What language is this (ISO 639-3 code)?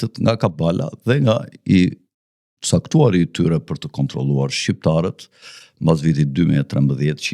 sqi